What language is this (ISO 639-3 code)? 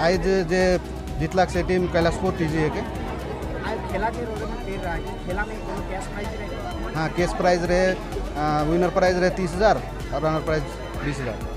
sck